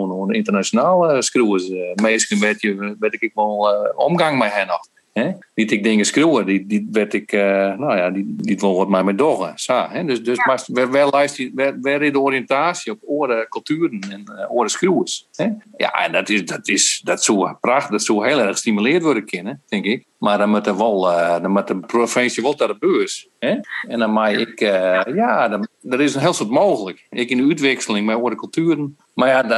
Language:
Western Frisian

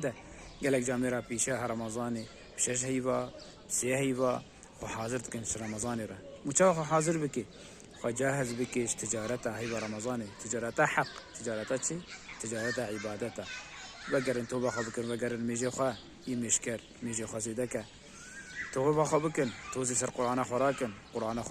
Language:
Kurdish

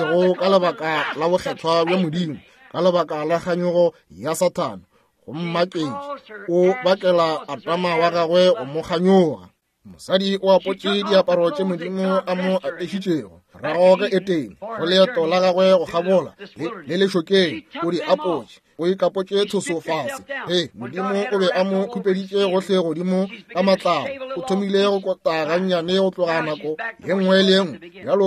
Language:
Northern Sotho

